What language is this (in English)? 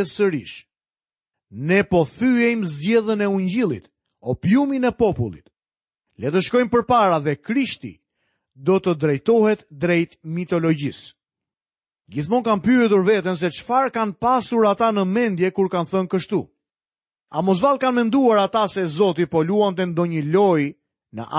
Albanian